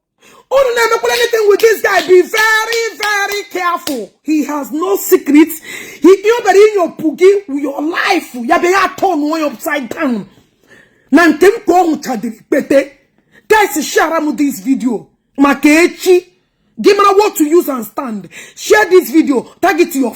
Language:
Igbo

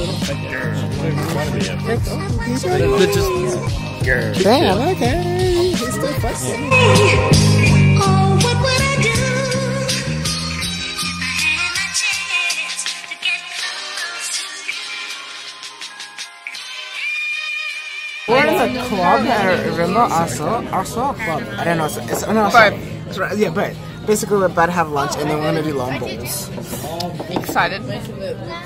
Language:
English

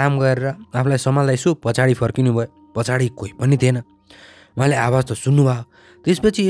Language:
Nepali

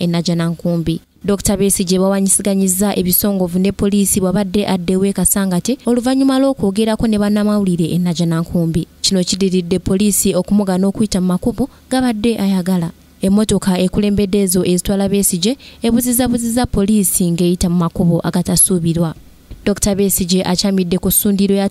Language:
Ganda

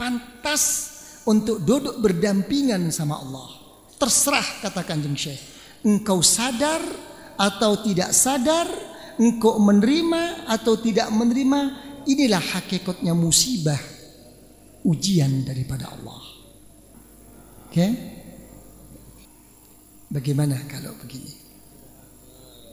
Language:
Indonesian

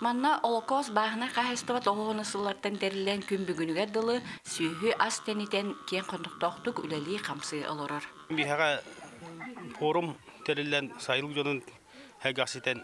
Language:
Yakut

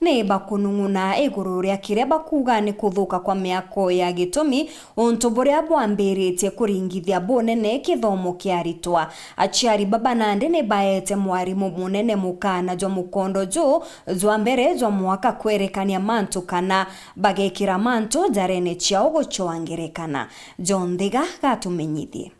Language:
Meru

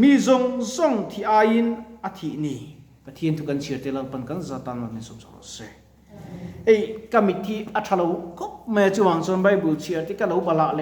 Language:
Mizo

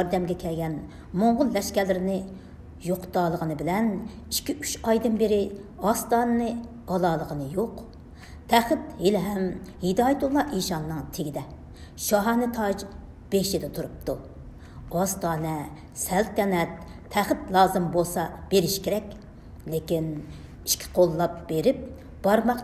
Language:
Uyghur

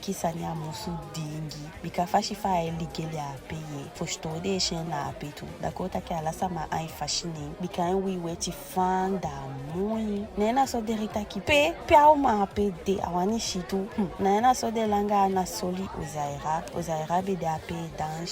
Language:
Eastern Maroon Creole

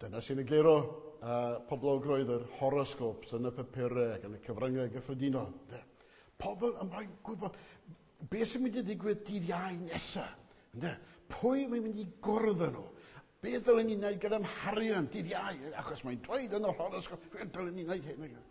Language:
Welsh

